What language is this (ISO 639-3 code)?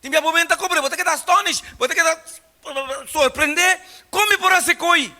pap